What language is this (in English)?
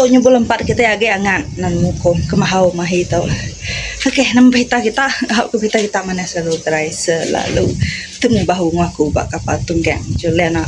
Iban